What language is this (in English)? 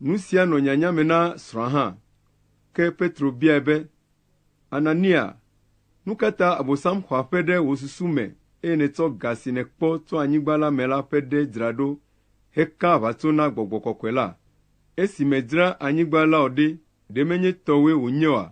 Ewe